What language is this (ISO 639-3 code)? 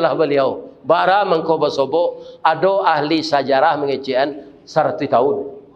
min